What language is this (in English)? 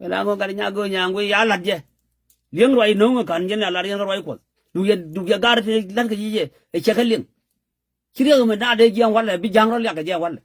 Nuer